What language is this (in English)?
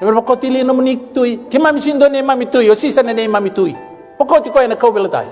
Fijian